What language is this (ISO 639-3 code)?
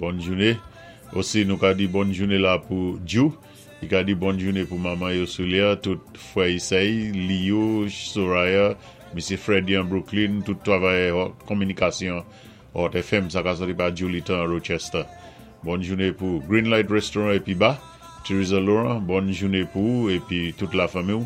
acf